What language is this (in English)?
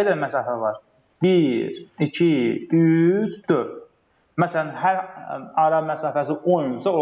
Azerbaijani